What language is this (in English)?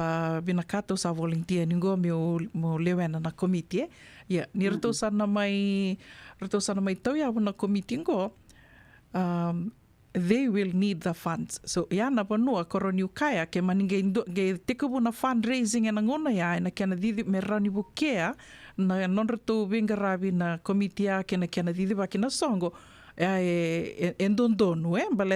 Fijian